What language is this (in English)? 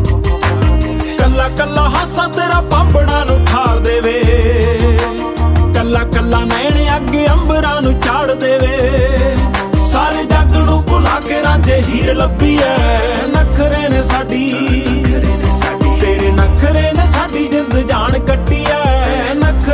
Punjabi